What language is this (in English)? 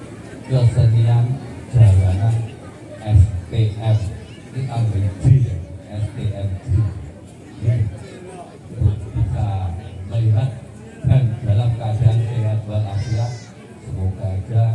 Indonesian